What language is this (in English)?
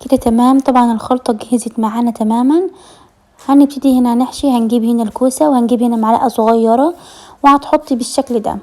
Egyptian Arabic